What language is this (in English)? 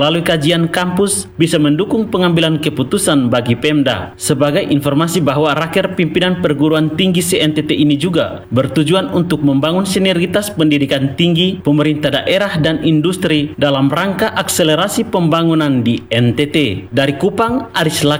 Indonesian